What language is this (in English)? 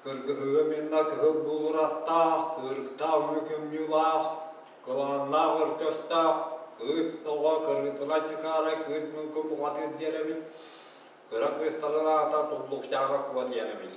Yakut